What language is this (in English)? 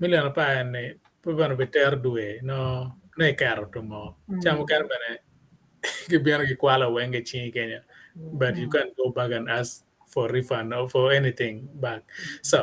Acoli